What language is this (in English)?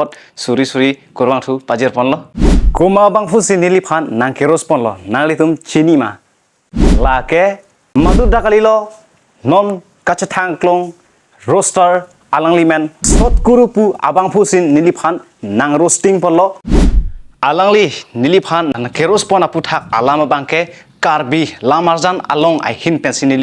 Karbi